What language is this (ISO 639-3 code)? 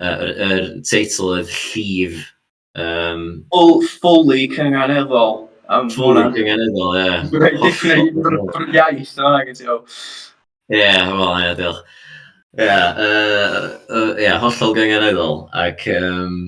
cym